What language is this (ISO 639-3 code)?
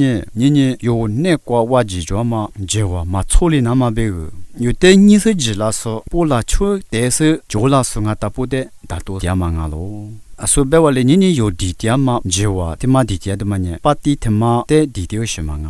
lis